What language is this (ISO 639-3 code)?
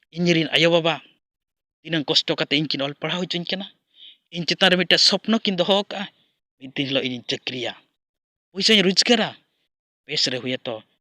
sat